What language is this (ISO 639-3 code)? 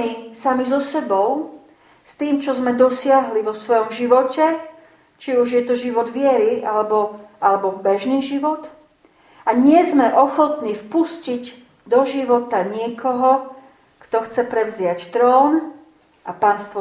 slk